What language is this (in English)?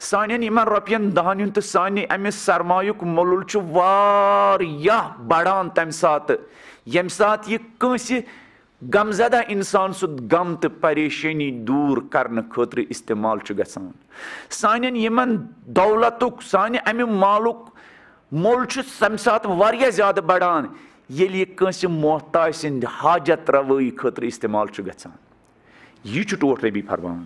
Kashmiri